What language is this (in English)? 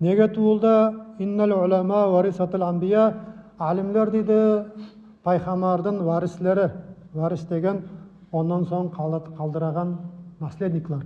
Nogai